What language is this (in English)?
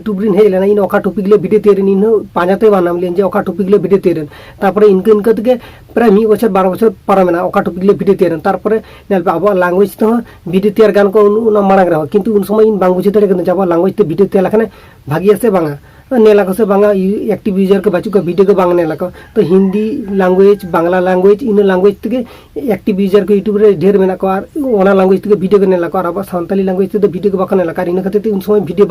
Santali